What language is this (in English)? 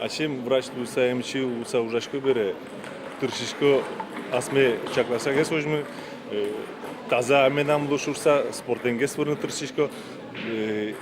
Udmurt